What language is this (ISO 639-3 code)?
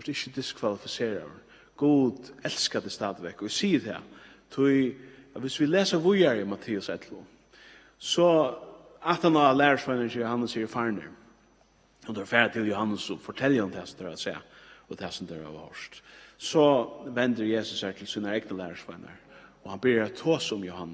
fao